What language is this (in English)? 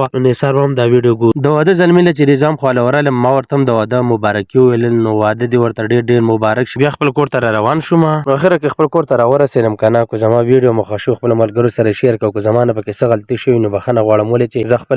Pashto